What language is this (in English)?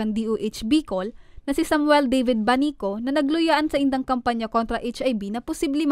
Bikol